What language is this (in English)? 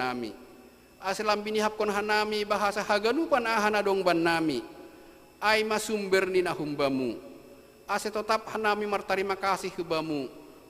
Batak Simalungun